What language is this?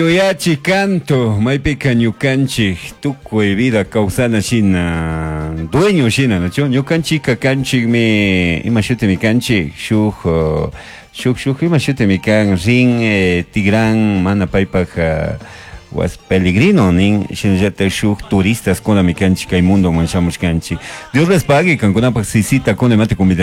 Chimborazo Highland Quichua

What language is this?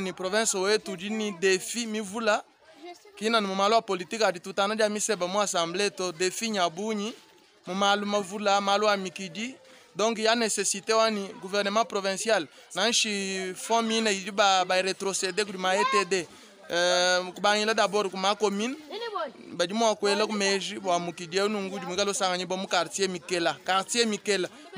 Luba-Lulua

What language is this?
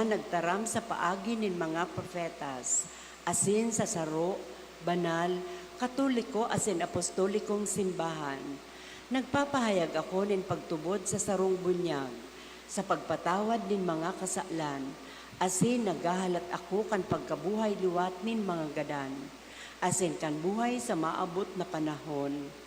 Bikol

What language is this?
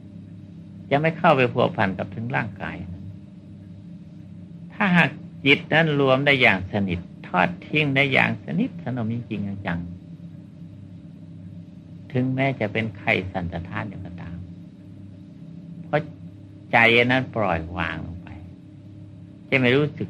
Thai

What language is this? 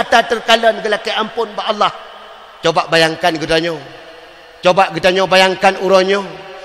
Achinese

